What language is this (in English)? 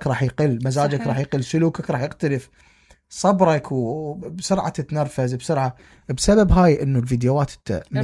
Mesopotamian Arabic